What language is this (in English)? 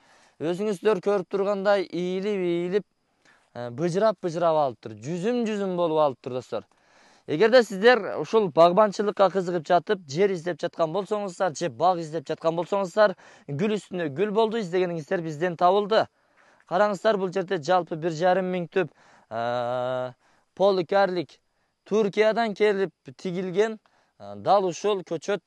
Kyrgyz